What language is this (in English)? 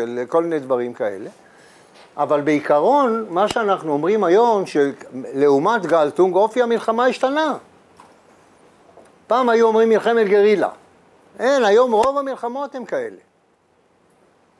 Hebrew